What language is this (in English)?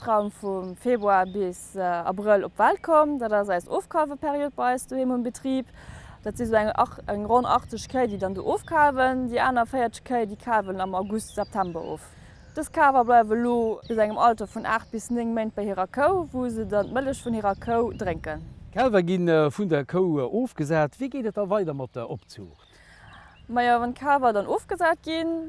Luxembourgish